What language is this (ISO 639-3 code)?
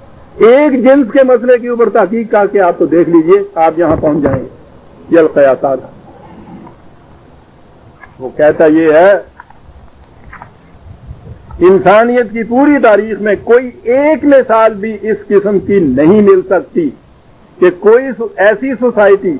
urd